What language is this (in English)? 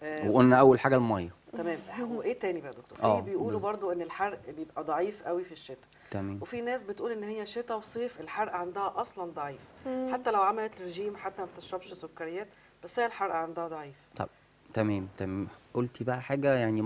Egyptian Arabic